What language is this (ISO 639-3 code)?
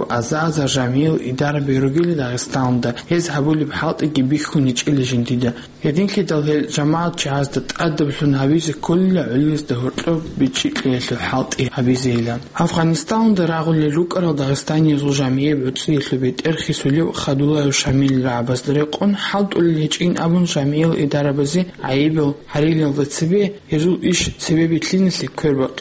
ava